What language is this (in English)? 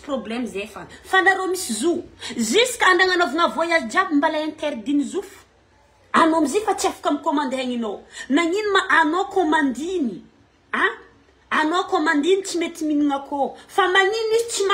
Malagasy